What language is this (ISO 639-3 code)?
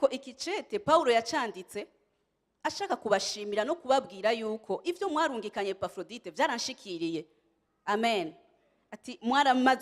run